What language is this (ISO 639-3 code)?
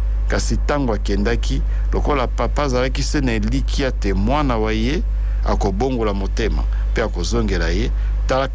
lin